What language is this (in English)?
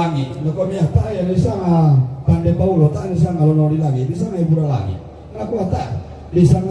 Toraja-Sa'dan